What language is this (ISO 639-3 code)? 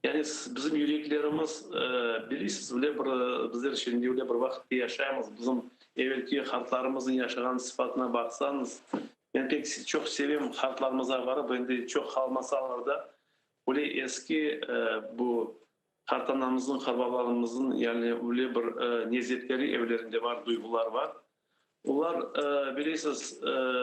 crh